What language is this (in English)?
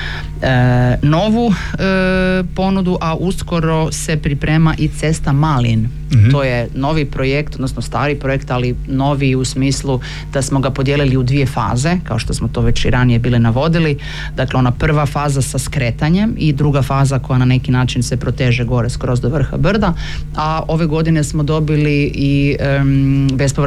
Croatian